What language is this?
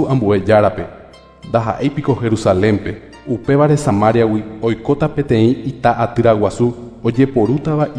Guarani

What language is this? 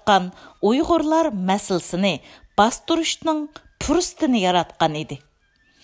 Uyghur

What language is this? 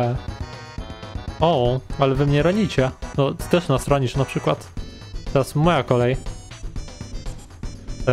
Polish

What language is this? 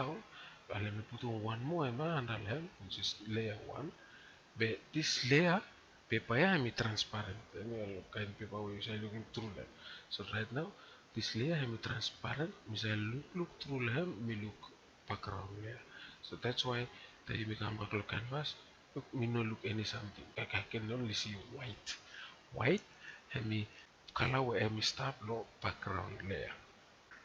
Bislama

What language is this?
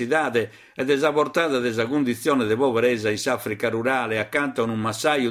Sardinian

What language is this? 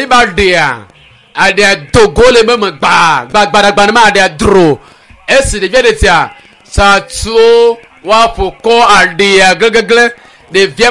Ewe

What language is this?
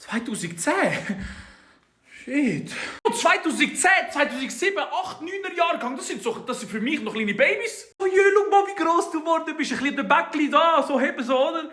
Swiss German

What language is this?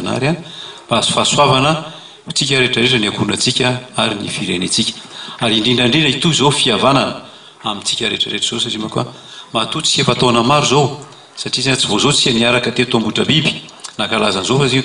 Malagasy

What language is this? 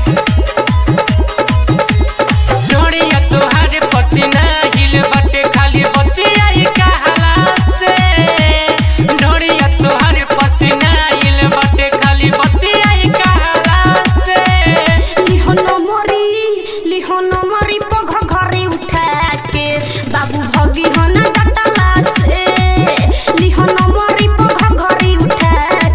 Bhojpuri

